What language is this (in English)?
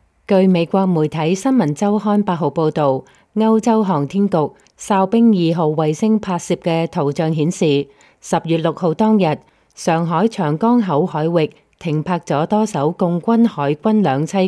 Cantonese